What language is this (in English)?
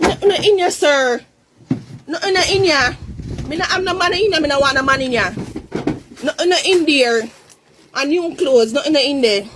Jamaican Creole English